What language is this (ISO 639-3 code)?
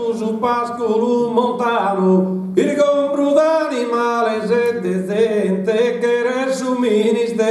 srd